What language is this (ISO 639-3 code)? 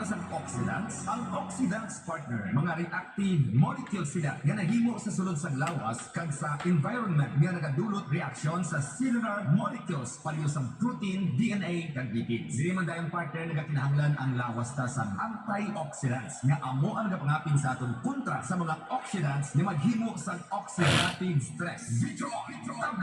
hil